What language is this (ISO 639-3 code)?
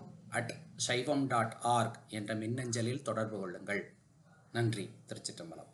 tam